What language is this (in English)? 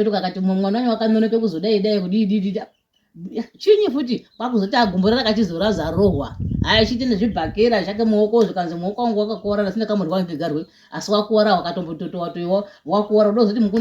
Shona